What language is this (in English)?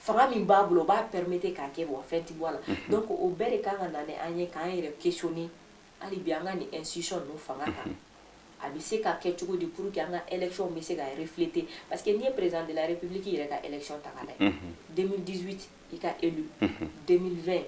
Bambara